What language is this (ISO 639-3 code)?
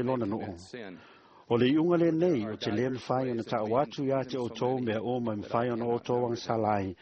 smo